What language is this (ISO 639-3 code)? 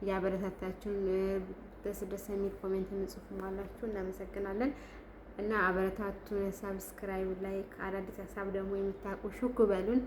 amh